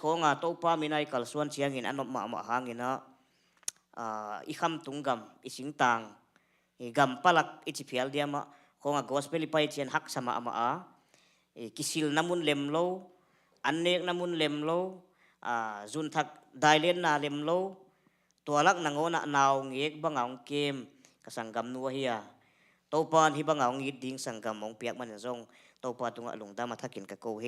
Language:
Tedim Chin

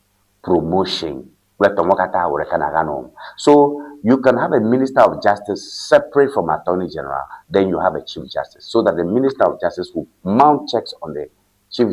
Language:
Ewe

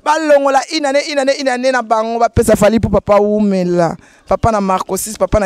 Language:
Lingala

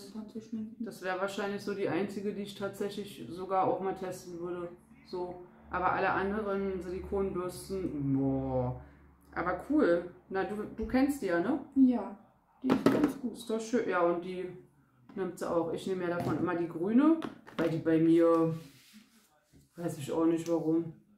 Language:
German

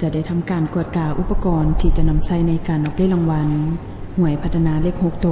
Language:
Lao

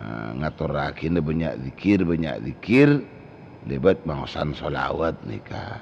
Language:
Madurese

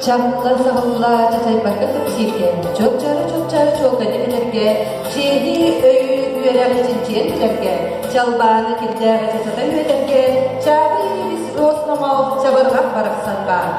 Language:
Yakut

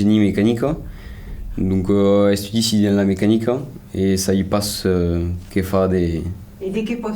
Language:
Occitan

